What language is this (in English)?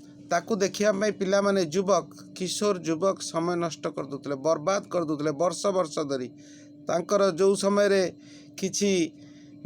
Odia